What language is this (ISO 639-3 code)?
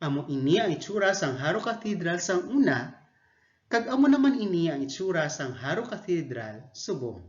hil